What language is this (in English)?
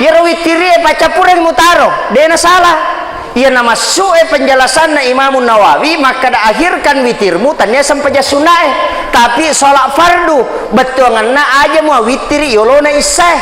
Buginese